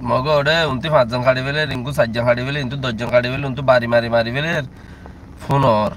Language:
Rohingya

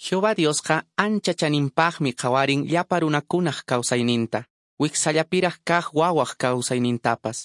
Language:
Quechua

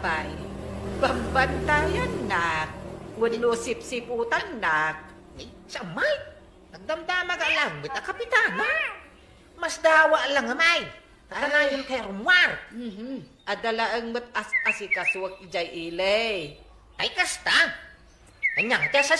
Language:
Iloko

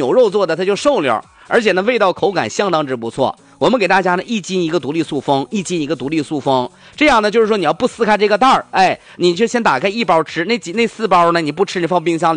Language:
Chinese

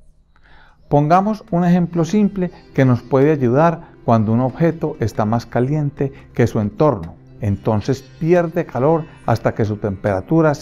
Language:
Spanish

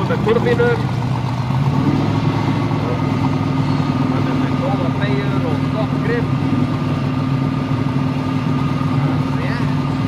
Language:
Icelandic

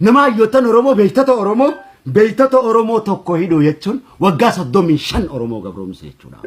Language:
Oromo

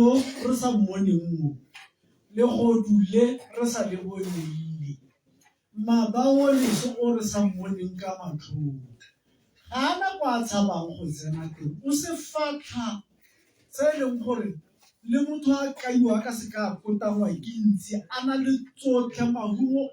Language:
Tswana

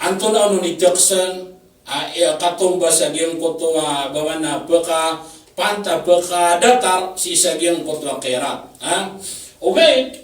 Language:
Maranao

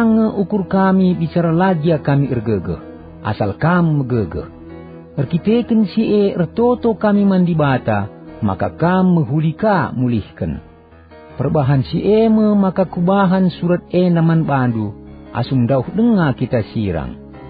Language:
Batak Karo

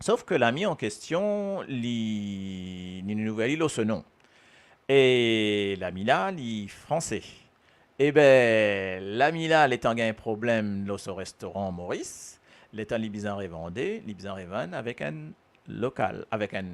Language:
Morisyen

